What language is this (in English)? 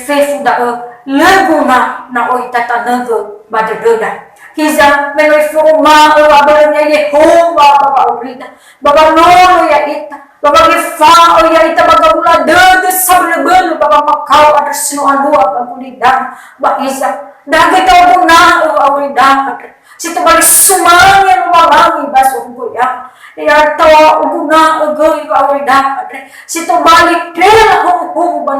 Nias